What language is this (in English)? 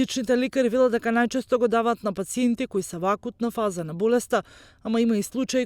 Macedonian